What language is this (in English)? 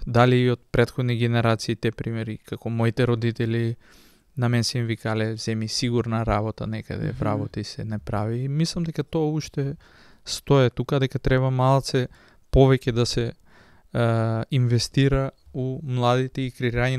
Macedonian